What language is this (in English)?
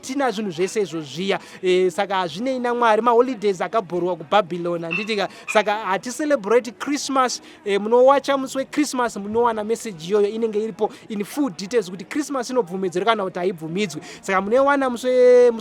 Shona